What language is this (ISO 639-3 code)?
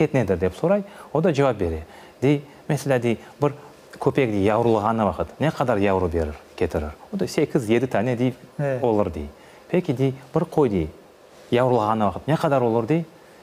crh